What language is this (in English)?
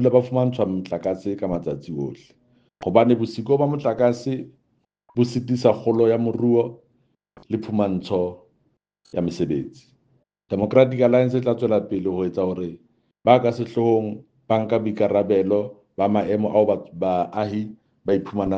Southern Sotho